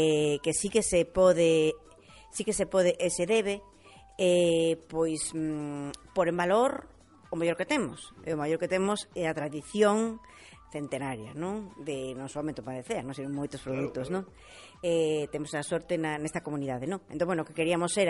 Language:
Galician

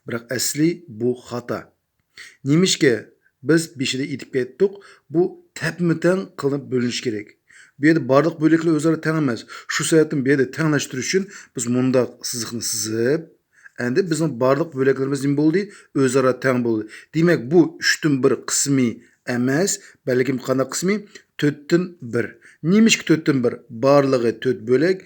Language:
Uyghur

